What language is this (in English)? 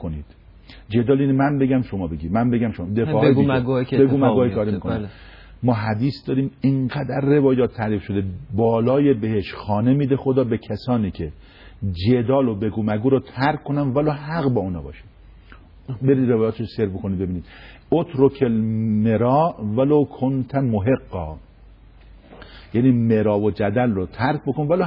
Persian